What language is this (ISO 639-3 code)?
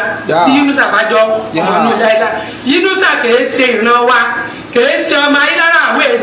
yor